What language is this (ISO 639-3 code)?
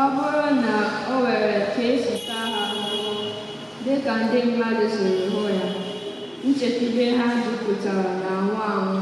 ibo